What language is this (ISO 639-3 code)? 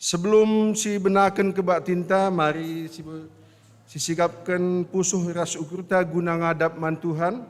btx